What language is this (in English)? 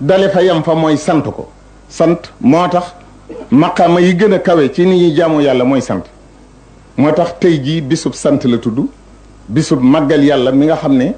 Wolof